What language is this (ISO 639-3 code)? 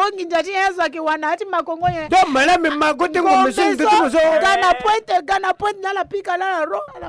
sag